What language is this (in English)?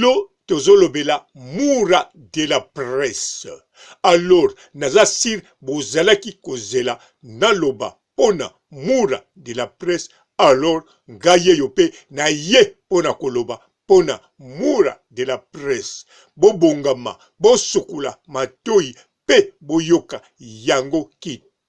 Lingala